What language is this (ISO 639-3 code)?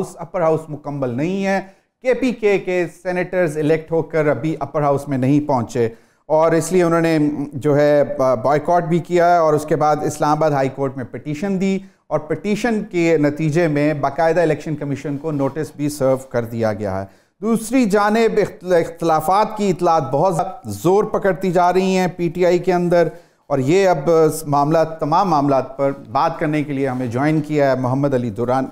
urd